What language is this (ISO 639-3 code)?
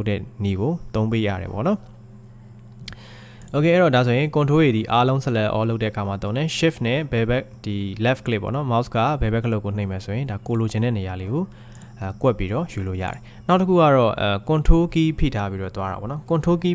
mya